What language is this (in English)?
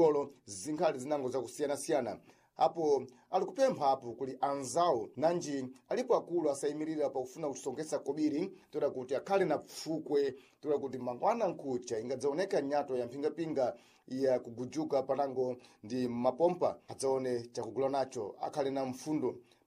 Sena